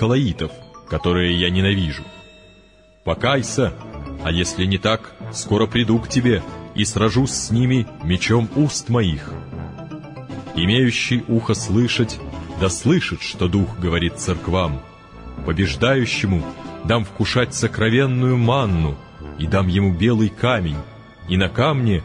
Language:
Russian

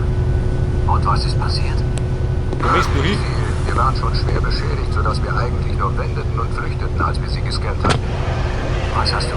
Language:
Bavarian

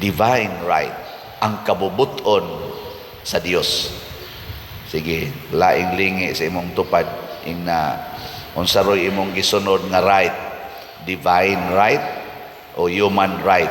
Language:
Cebuano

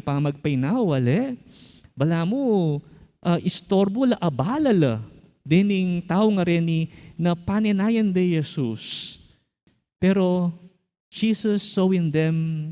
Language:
Pampanga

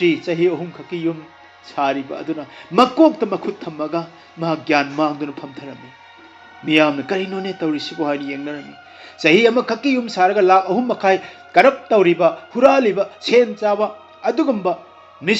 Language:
Manipuri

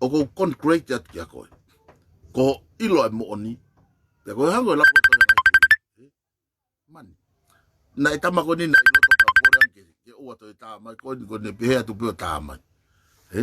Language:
Tongan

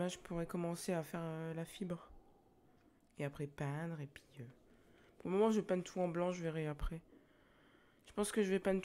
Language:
French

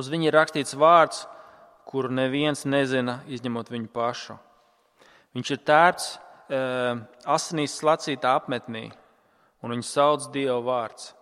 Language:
Latvian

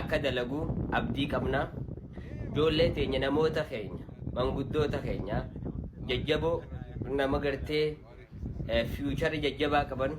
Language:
Oromo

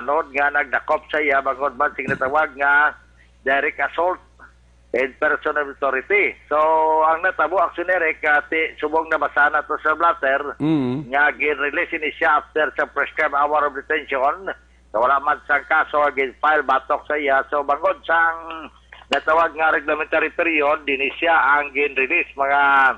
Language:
Hiligaynon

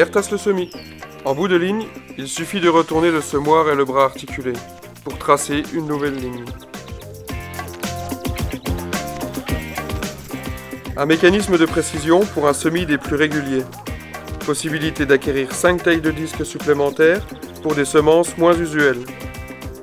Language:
French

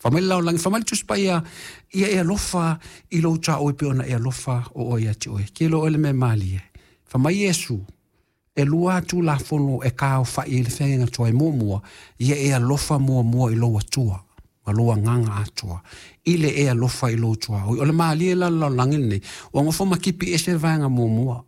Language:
Samoan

